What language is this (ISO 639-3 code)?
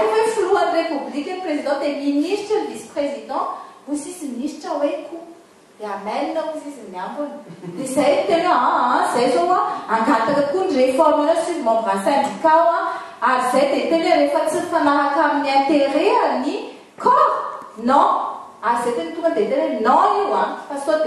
mlg